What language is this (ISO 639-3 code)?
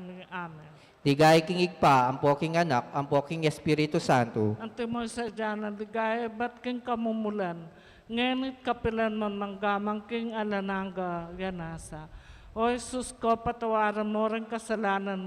pam